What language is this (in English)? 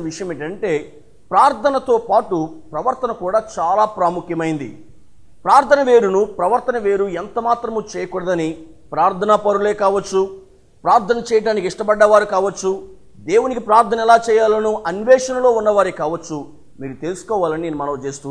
Telugu